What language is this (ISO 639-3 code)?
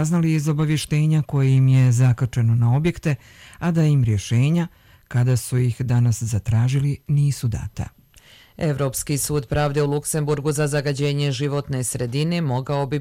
bos